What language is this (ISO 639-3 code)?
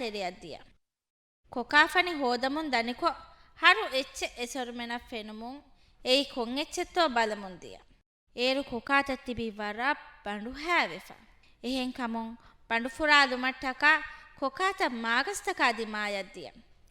div